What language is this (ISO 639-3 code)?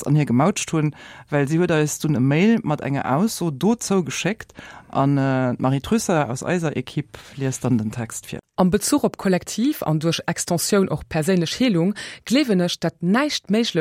ltz